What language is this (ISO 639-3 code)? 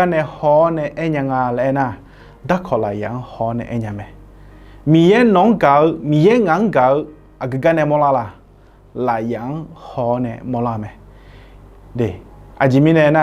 ahk